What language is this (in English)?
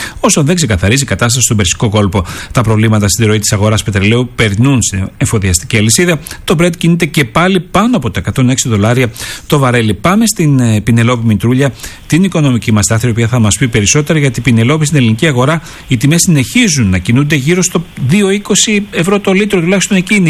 Greek